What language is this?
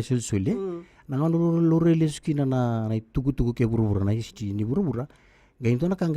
Fijian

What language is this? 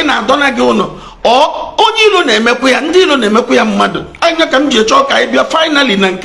Igbo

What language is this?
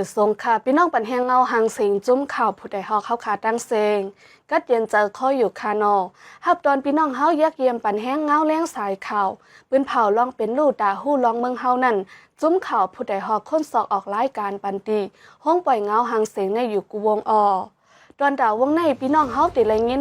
Shan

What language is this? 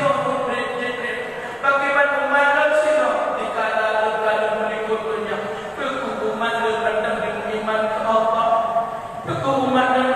Achinese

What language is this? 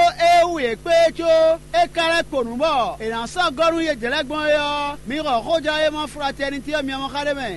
Fon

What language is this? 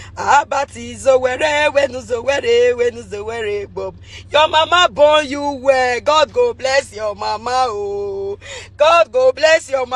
Nigerian Pidgin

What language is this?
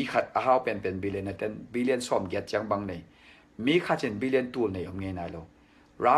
Tedim Chin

